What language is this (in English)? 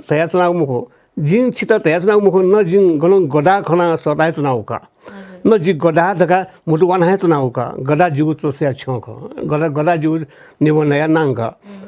Newari